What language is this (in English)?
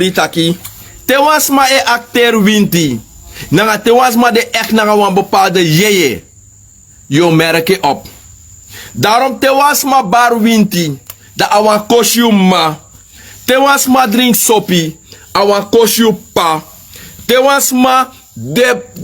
Sranan Tongo